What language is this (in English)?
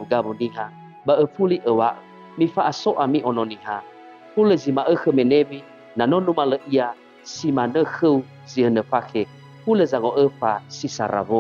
Nias